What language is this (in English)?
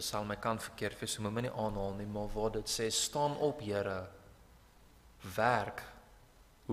Afrikaans